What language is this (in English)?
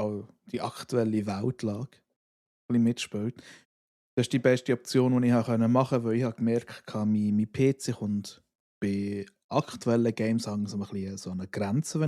Swiss German